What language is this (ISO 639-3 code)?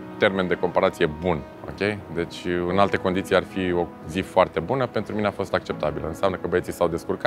ron